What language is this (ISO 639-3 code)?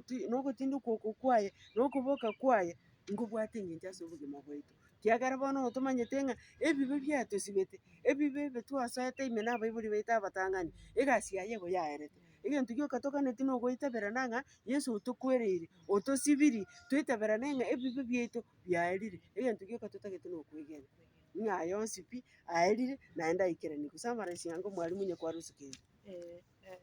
guz